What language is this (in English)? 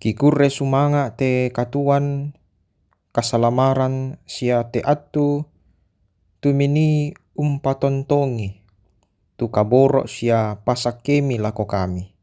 Toraja-Sa'dan